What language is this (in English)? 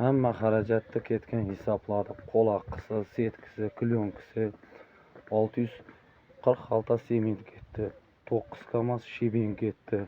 Uzbek